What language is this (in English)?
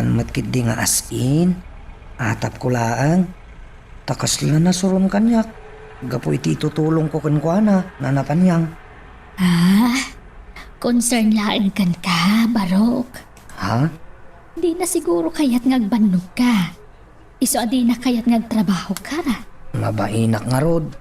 Iloko